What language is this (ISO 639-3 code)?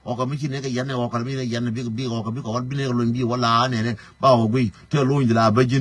nus